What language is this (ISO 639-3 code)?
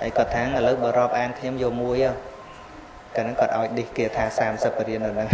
khm